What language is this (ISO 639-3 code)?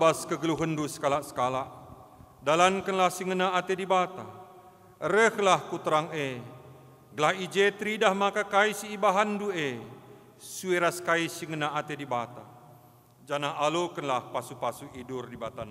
btx